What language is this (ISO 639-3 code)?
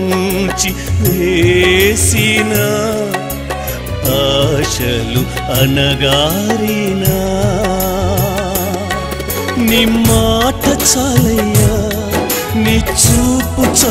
tel